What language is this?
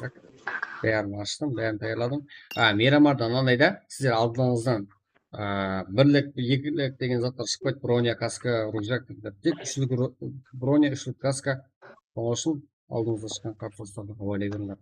Kara-Kalpak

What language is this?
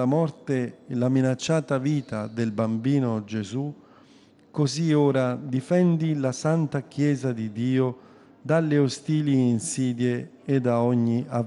Italian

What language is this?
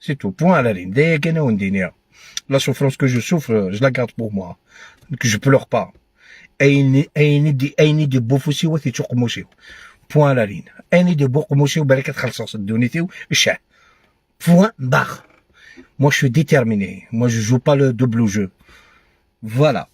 Algerian Arabic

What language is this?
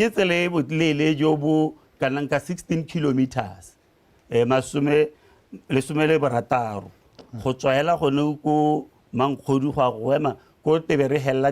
Tswana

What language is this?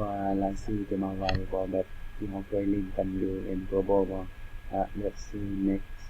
Lao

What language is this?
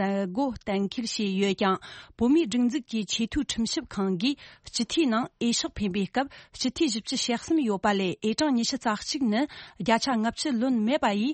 Tibetan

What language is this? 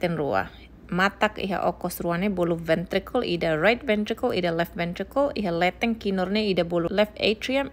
Tetum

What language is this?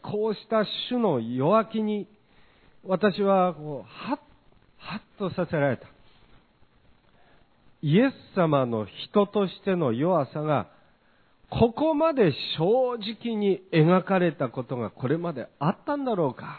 Japanese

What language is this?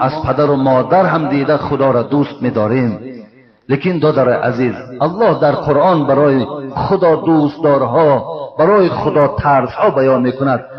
Tajik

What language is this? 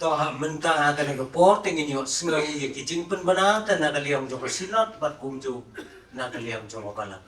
Khasi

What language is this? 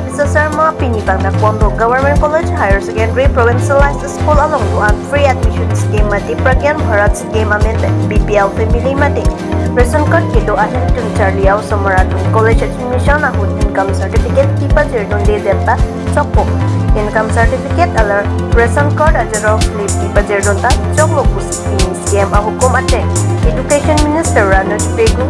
Karbi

